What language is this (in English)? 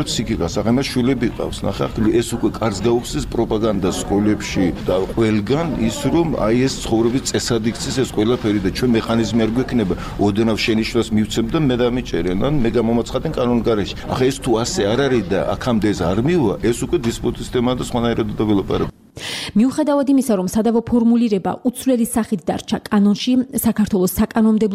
Georgian